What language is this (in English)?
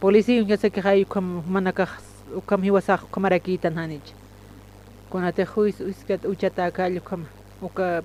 Aymara